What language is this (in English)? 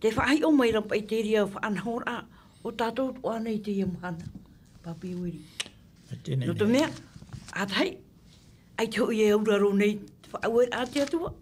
Tahitian